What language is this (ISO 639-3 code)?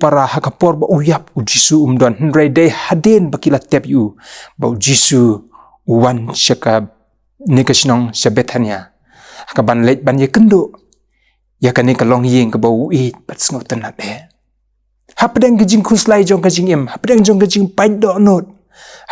kha